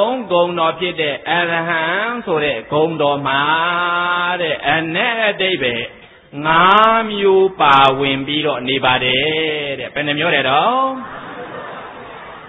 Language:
Burmese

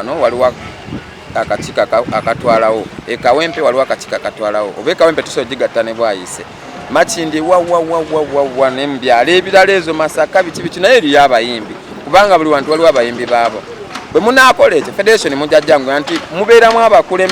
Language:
Ganda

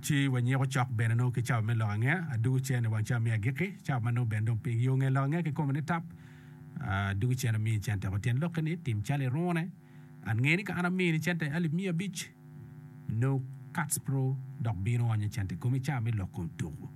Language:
Acoli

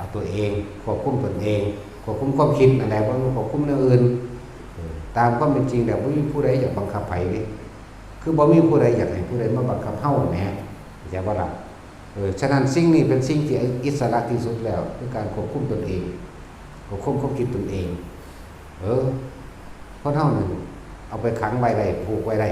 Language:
Northeastern Thai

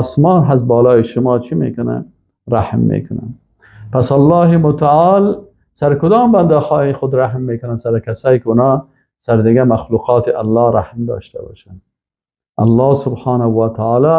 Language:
Persian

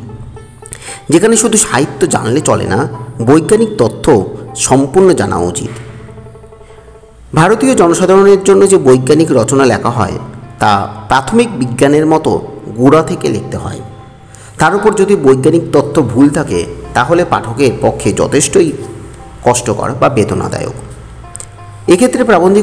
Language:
Bangla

